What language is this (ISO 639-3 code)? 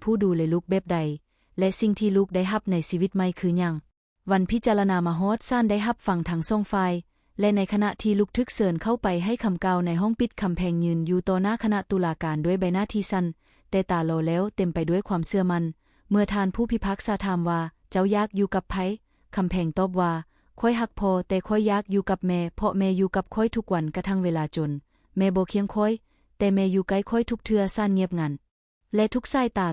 lao